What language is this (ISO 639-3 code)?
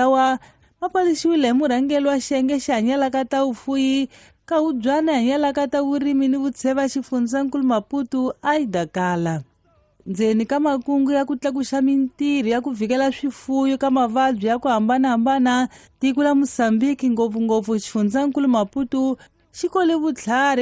tso